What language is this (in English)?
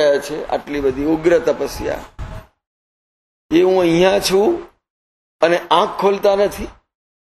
Gujarati